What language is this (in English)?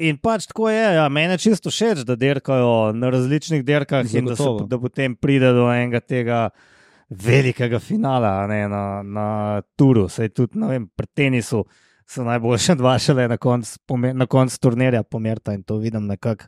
Slovenian